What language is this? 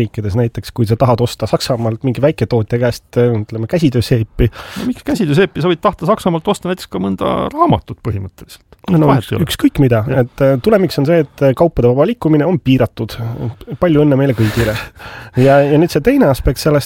Estonian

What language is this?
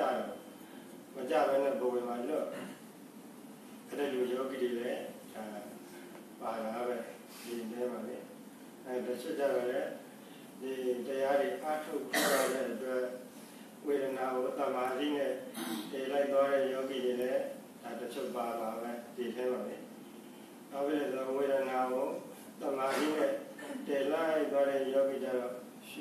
Burmese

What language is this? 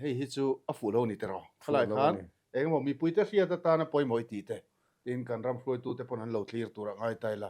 Mizo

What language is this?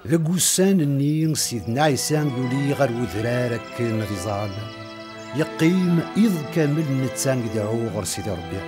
Kabyle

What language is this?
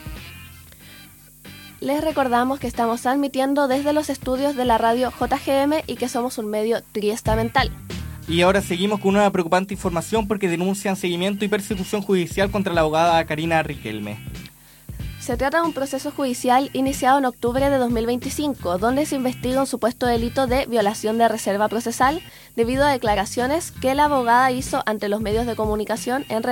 Spanish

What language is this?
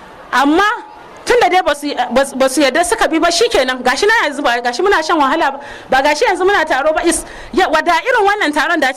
Hausa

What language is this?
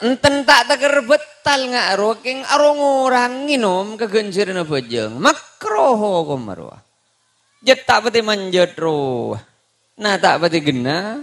Madurese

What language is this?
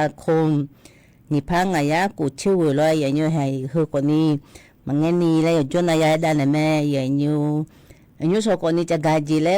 Akha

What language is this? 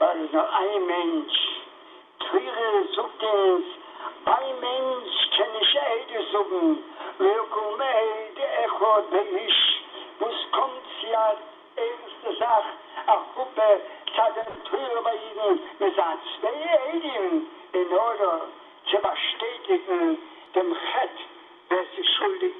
Yiddish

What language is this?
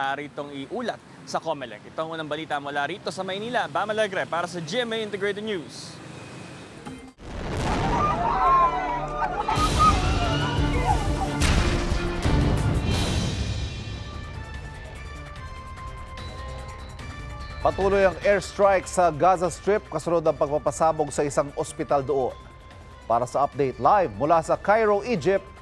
Filipino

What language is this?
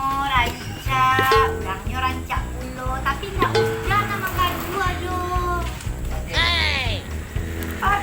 Minangkabau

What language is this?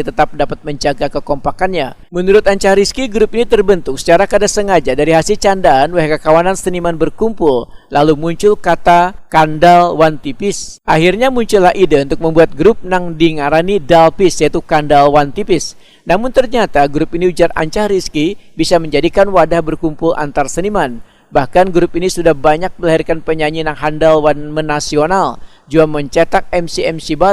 Banjar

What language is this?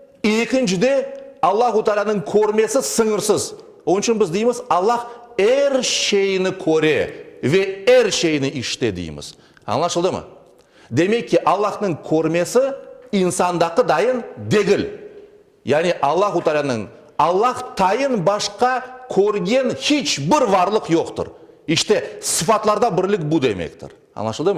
Crimean Tatar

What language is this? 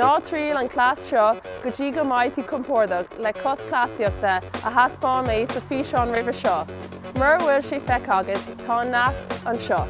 Irish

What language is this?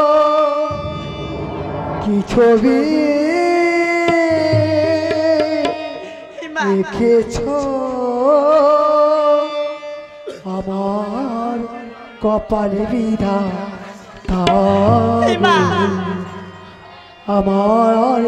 Bangla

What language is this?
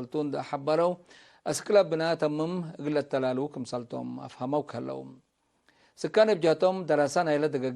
Tigre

